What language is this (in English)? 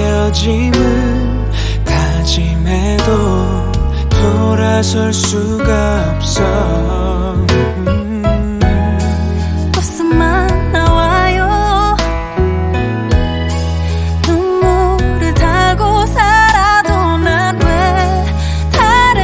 Korean